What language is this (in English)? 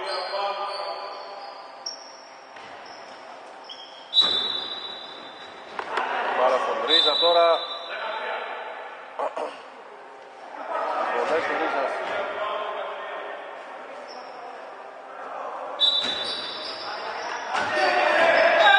Greek